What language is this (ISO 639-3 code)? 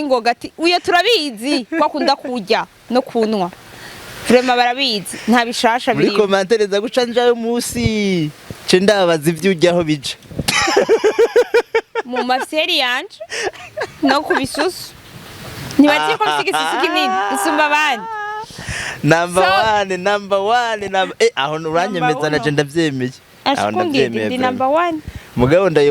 run